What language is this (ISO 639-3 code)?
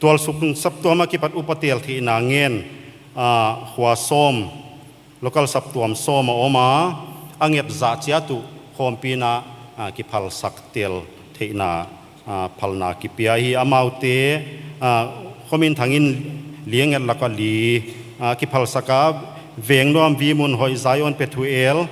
pck